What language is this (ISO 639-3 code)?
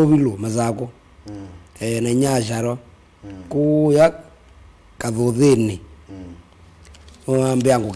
kam